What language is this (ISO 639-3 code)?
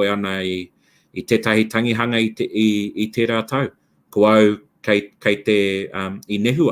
mri